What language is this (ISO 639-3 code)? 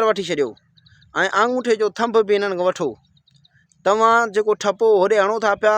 snd